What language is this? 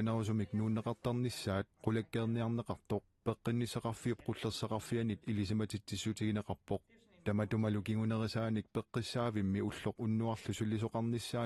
Kalaallisut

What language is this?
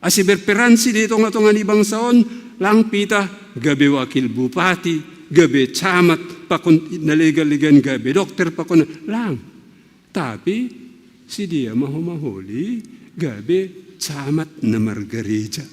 Batak Simalungun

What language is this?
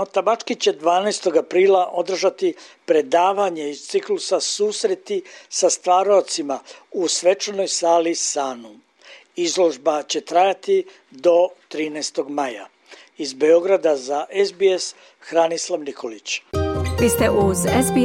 Serbian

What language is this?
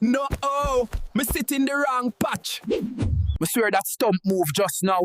Jamaican Creole English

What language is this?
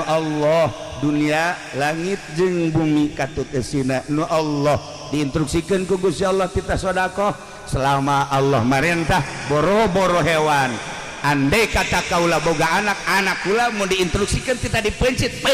Sundanese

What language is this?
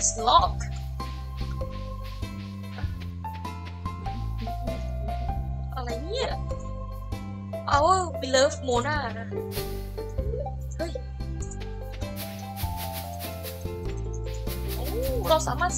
Thai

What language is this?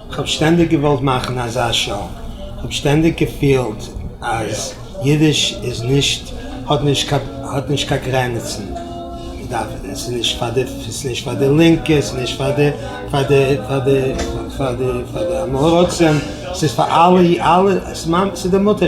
Yiddish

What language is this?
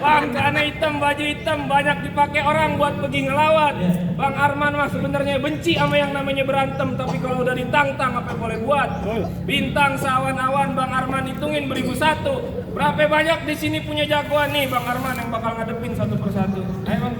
Betawi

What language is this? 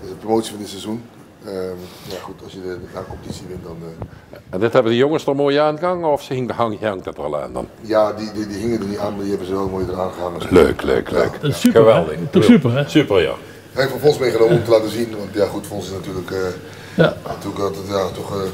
Limburgish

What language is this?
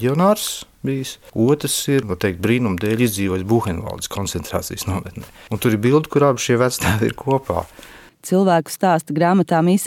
Latvian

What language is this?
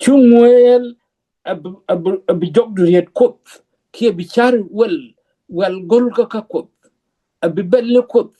Nuer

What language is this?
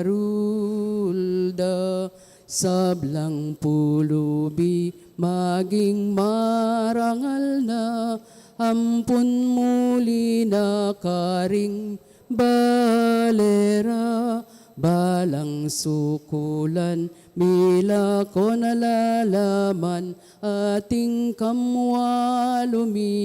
Pampanga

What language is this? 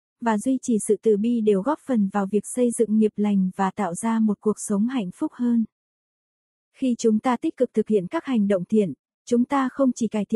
Vietnamese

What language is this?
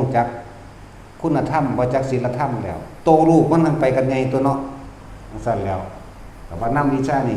Northeastern Thai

